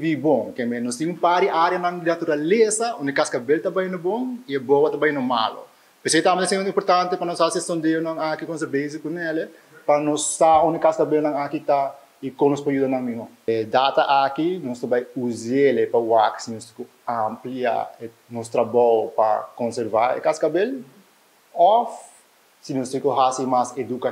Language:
Papiamento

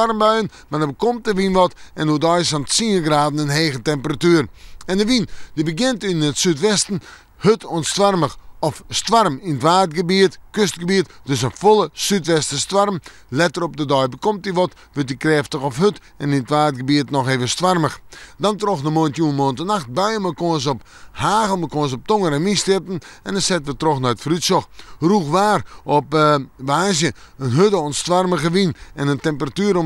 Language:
Western Frisian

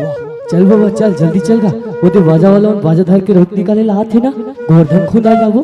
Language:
Chhattisgarhi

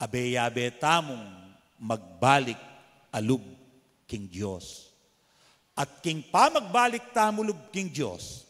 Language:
Pampanga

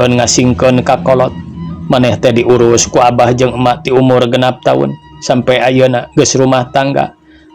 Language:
Sundanese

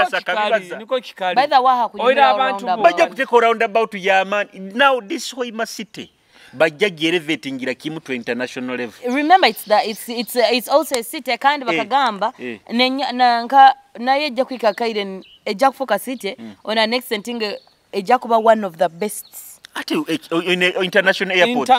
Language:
Nyoro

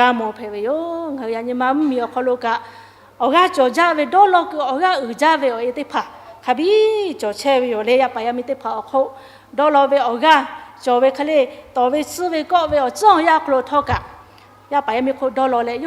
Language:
Lahu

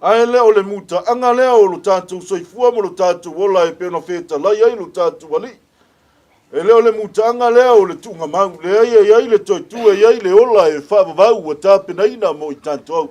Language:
Samoan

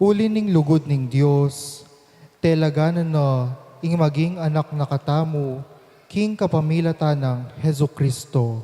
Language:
Pampanga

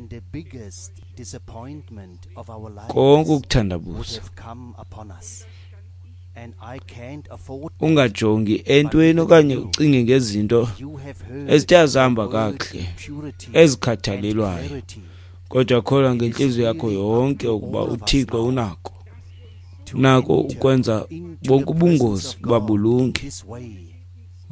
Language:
Xhosa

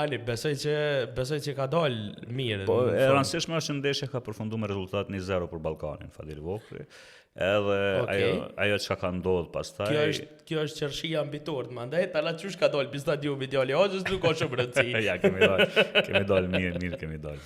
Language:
Albanian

